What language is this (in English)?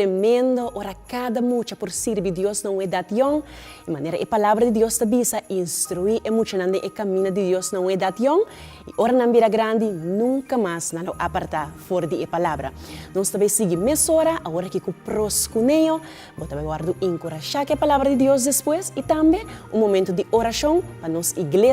Papiamento